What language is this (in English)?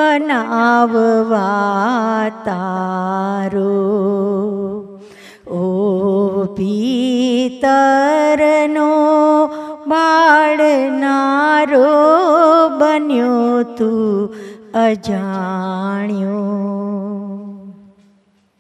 Gujarati